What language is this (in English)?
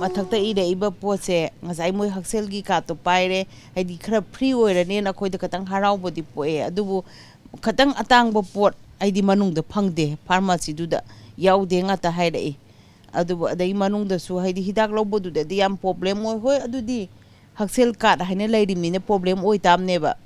Manipuri